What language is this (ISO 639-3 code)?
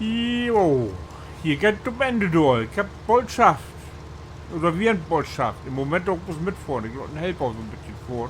nds